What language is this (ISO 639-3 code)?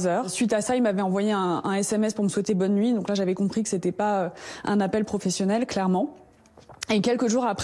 fra